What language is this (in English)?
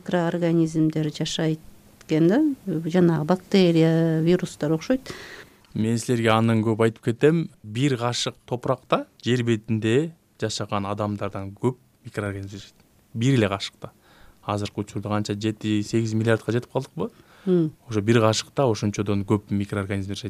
Kyrgyz